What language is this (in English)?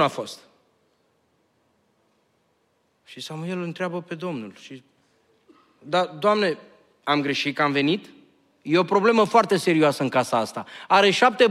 Romanian